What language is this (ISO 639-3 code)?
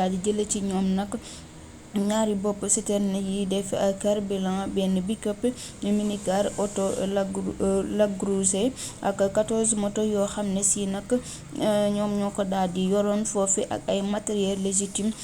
wol